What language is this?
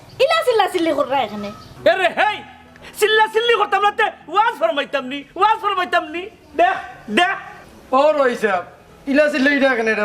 Sylheti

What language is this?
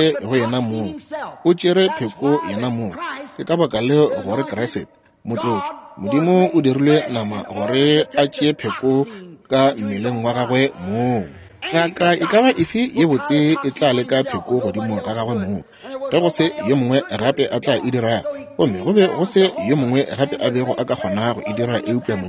Northern Sotho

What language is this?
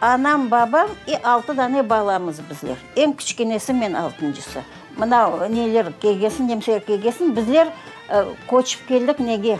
Crimean Tatar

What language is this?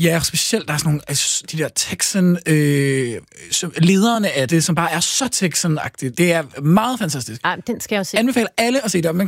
Danish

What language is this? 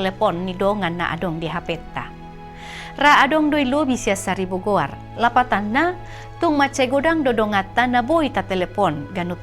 Batak Toba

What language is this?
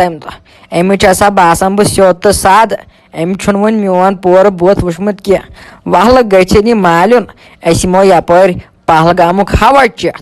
Kashmiri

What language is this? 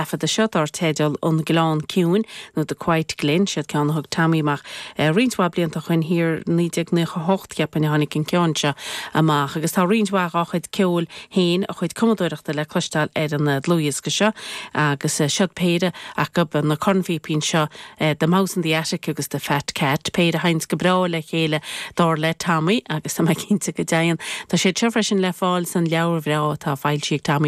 Irish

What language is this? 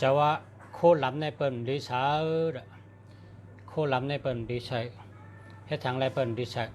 Shan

